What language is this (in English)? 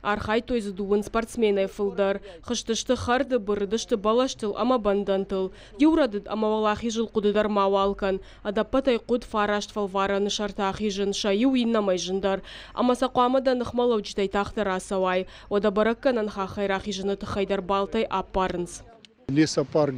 Ossetic